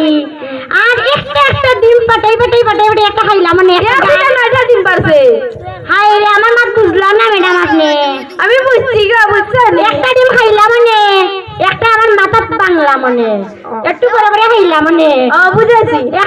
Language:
Sylheti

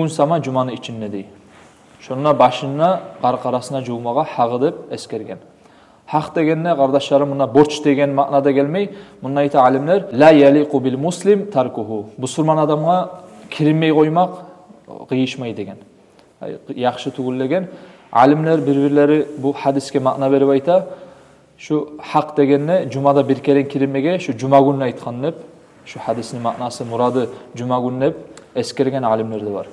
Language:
Kumyk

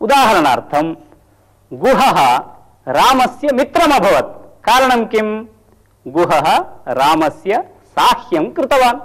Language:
Sanskrit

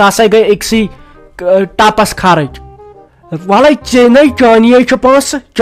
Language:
Kashmiri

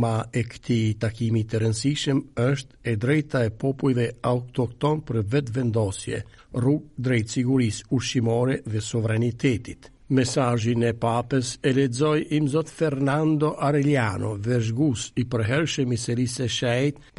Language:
Albanian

